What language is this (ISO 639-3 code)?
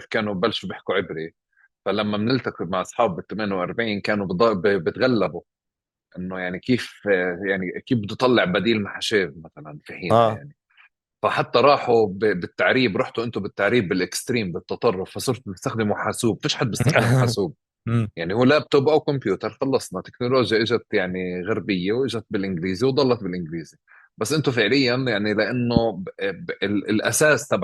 apc